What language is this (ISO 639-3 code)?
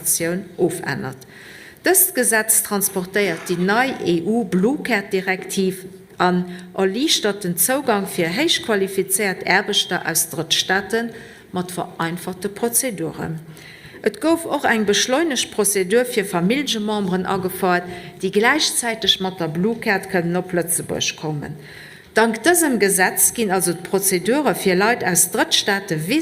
ltz